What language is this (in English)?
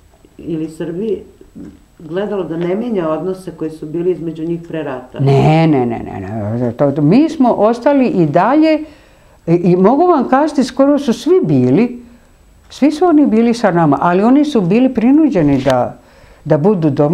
Serbian